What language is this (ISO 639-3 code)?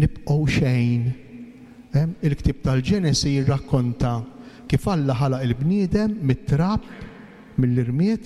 mlt